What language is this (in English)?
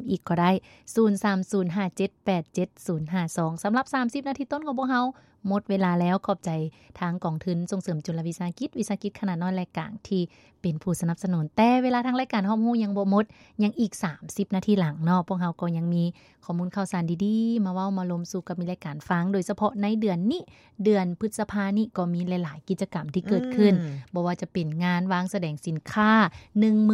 Lao